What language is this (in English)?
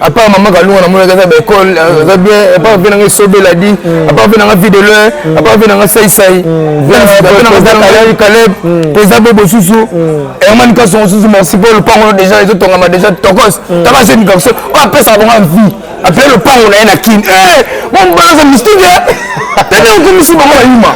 Lingala